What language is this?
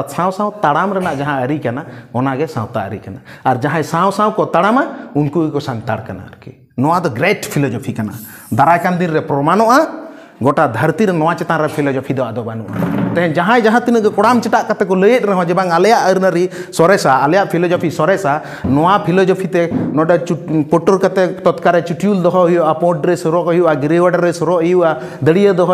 Santali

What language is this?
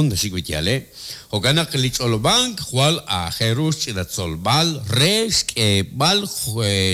Kekchí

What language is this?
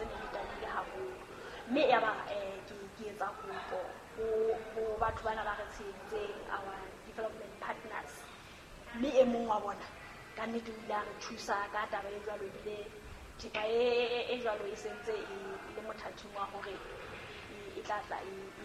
Southern Sotho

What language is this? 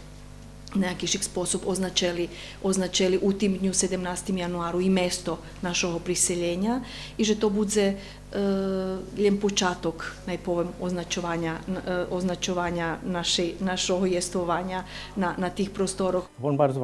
Rusyn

